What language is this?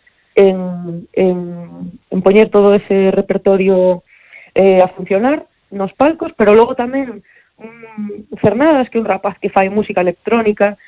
Galician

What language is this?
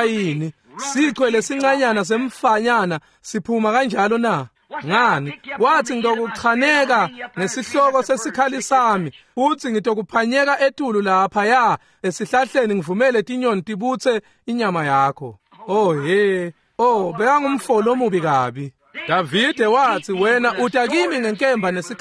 Swati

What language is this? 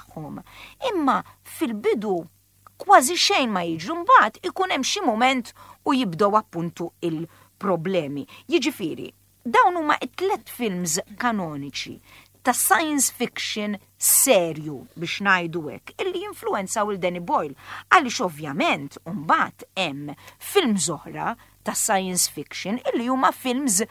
Maltese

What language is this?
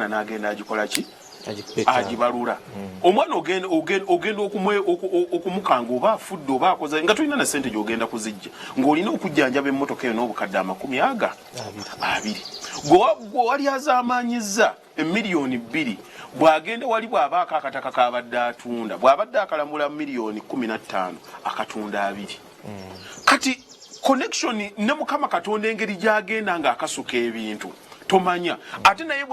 Ganda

